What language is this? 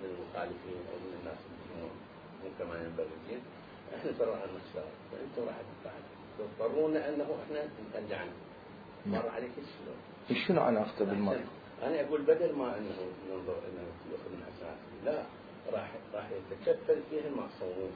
Mesopotamian Arabic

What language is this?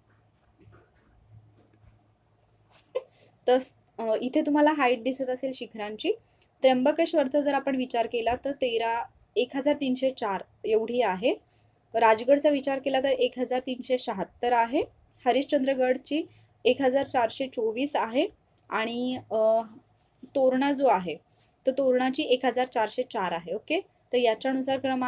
Marathi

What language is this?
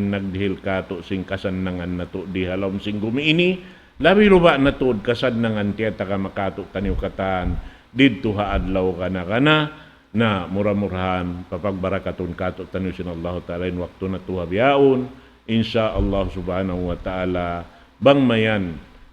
Tausug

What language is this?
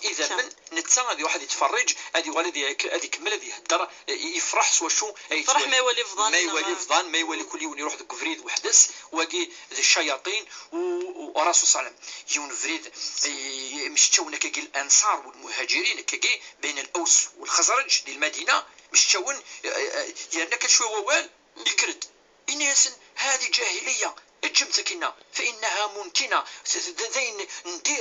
Kabyle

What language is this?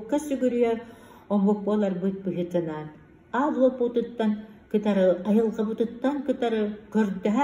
Yakut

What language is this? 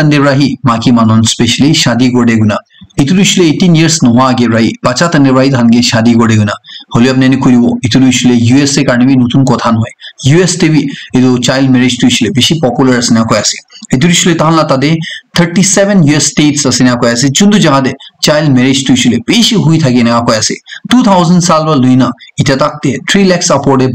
Naga Pidgin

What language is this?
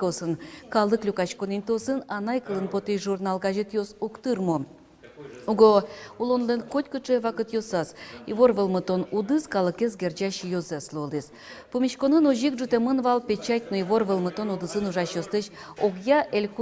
Udmurt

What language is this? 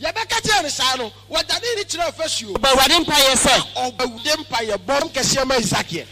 Akan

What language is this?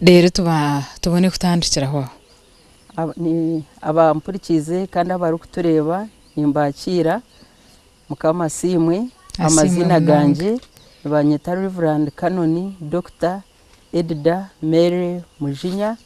Nyankole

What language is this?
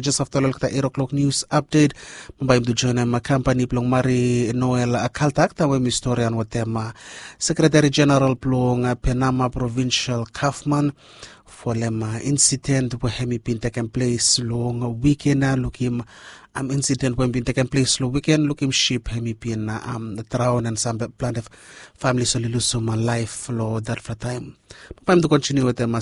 Bislama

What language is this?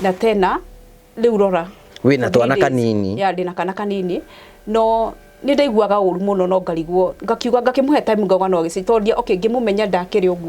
Kikuyu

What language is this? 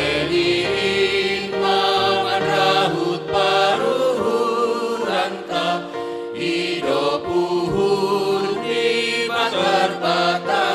Batak Simalungun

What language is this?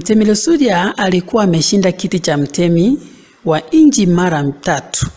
Swahili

